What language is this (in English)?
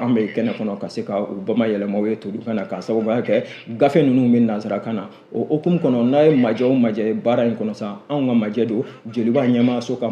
Bambara